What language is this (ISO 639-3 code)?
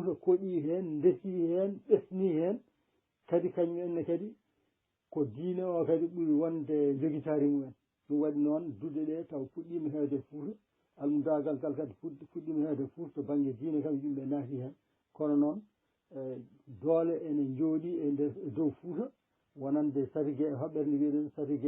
ful